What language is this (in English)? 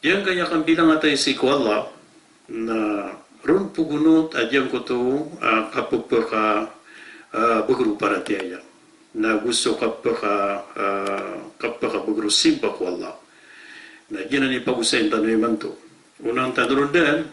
Maranao